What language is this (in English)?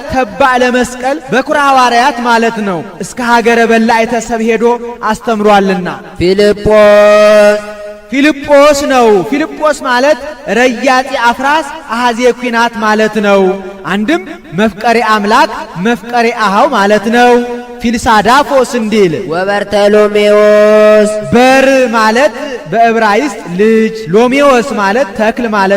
Amharic